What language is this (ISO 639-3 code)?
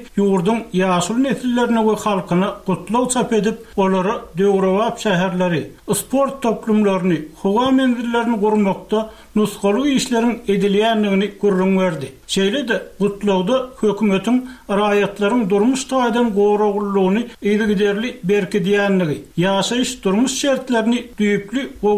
tuk